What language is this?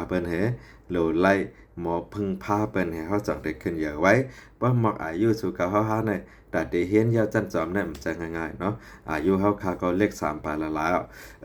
Shan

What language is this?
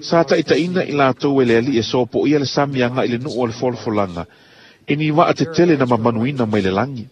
Samoan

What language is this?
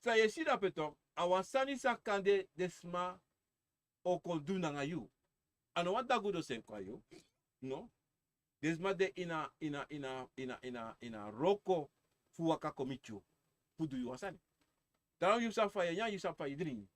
Sranan Tongo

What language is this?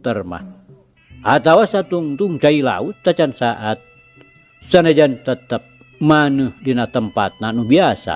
Sundanese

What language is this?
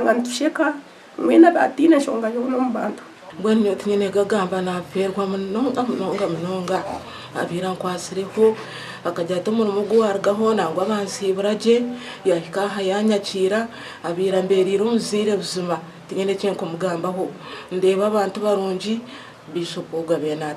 Nyankole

